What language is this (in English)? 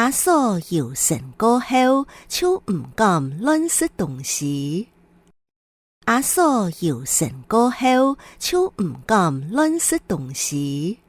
Hakka Chinese